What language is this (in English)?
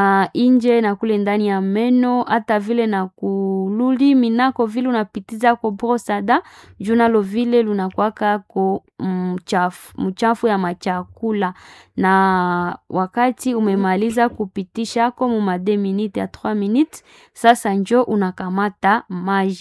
Swahili